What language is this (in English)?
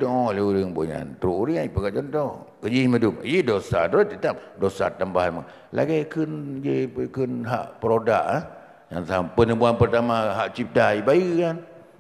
Achinese